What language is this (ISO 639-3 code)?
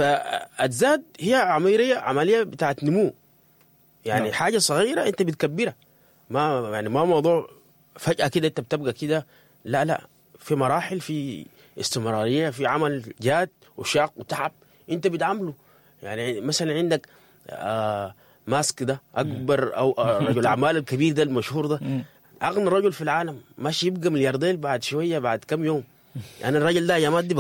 apd